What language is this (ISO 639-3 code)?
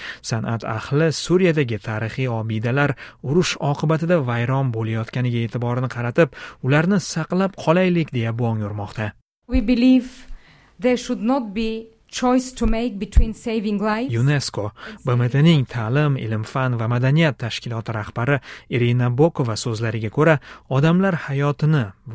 uzb